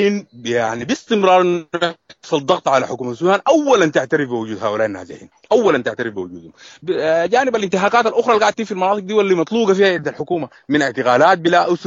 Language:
Sudanese Arabic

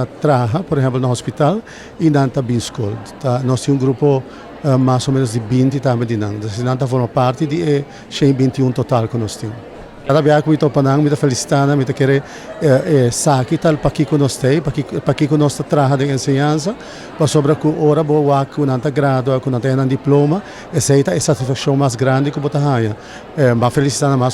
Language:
Papiamento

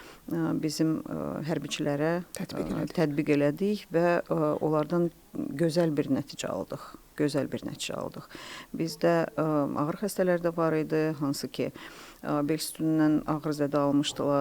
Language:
Azerbaijani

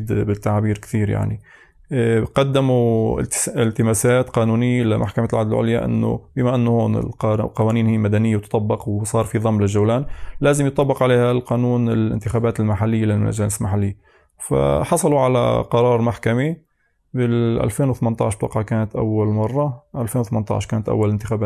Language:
North Levantine Arabic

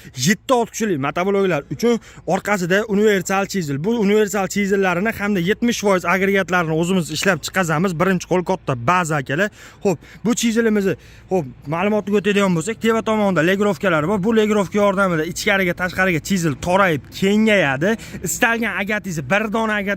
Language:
Uzbek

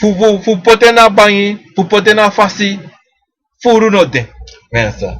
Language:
Sranan Tongo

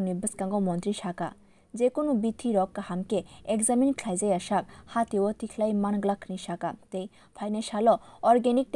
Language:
Kok Borok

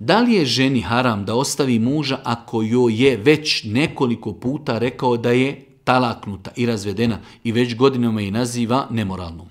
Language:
Bosnian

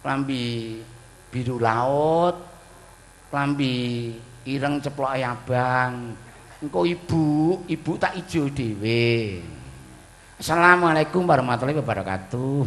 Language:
Javanese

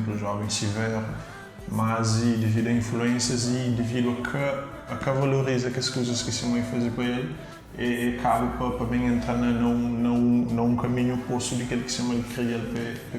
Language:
Kabuverdianu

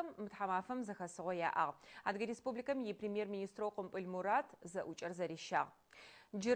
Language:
Adyghe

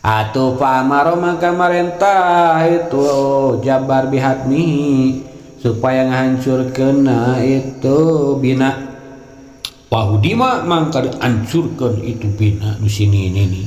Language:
Sundanese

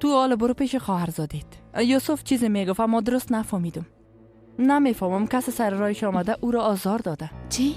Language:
Persian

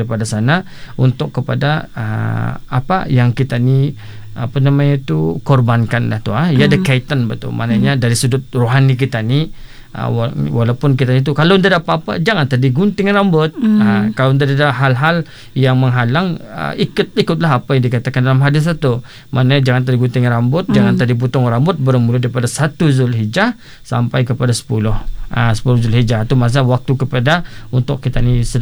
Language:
Malay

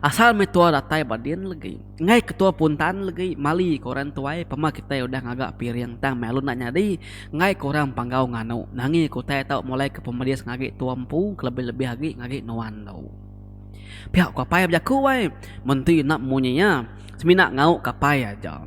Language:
Iban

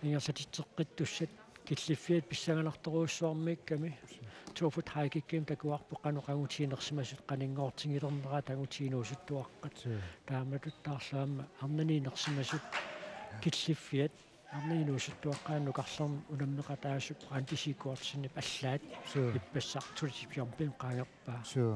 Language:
Kalaallisut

